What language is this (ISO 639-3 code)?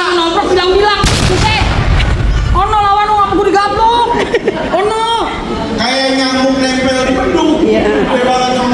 bew